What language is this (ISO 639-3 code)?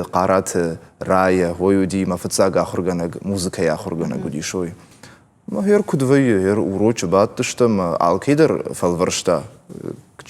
oss